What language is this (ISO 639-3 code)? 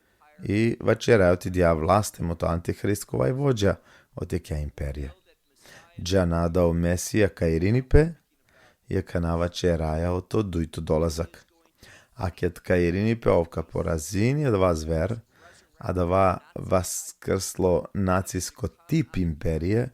rmn